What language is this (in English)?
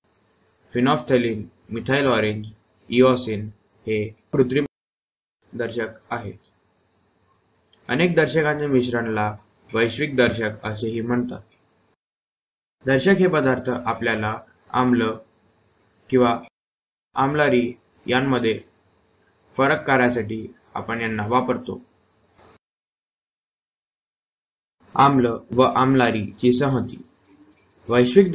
Marathi